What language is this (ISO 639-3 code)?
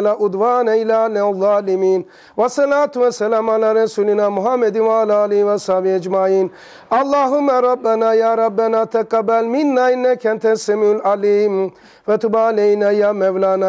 tur